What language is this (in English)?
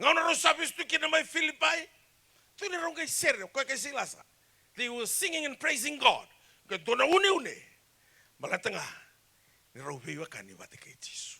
Fijian